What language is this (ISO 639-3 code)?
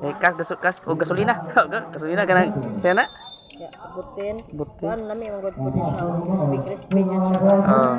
ceb